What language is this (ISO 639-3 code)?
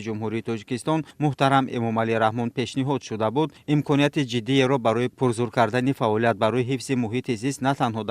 tgk